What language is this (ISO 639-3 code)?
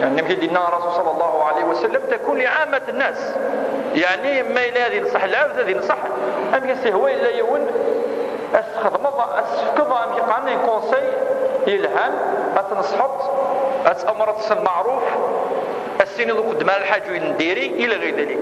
kab